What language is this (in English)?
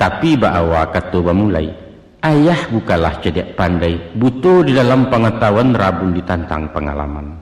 Minangkabau